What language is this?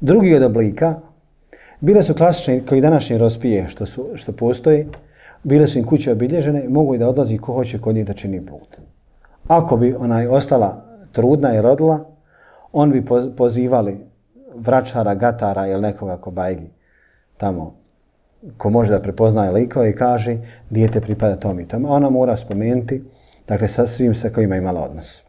Bosnian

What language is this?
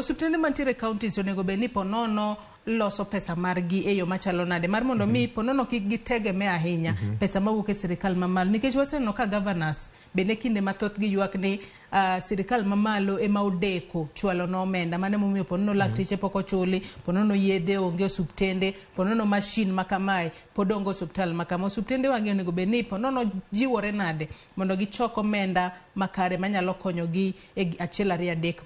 Luo (Kenya and Tanzania)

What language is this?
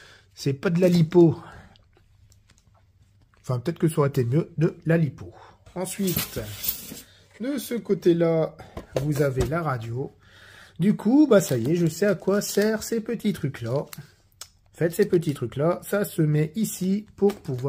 French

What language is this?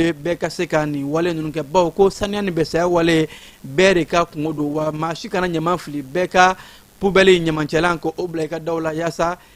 Bambara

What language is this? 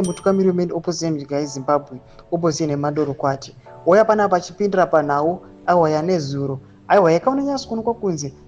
Shona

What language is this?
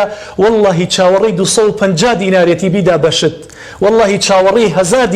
Central Kurdish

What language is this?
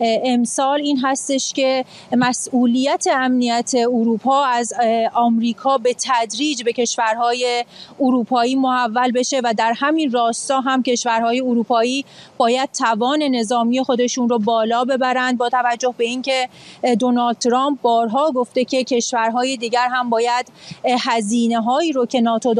Persian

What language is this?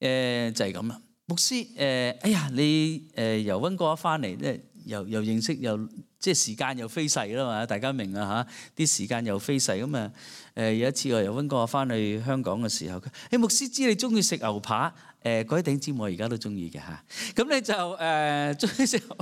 Cantonese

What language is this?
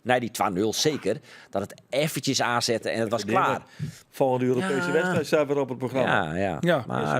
Western Frisian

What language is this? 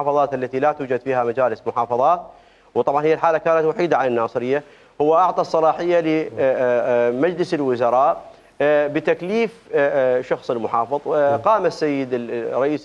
Mesopotamian Arabic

